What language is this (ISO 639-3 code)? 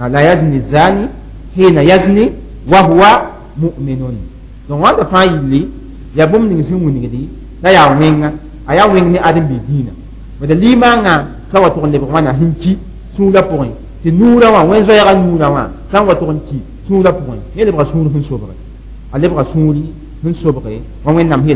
mos